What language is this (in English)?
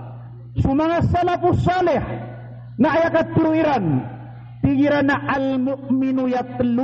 Maranao